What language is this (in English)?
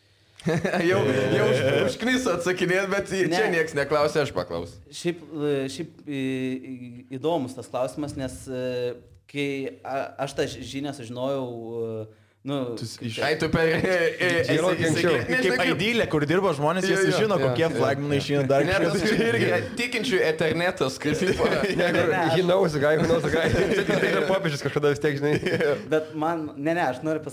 Lithuanian